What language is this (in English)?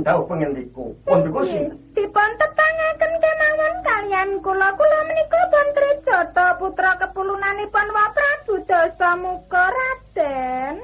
Javanese